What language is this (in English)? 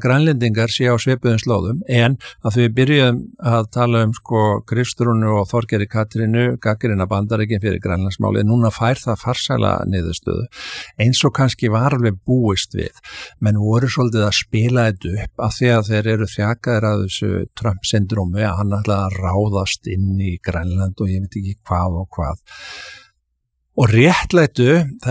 Icelandic